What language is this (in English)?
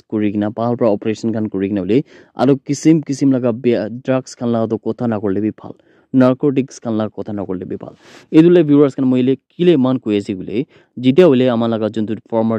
Naga Pidgin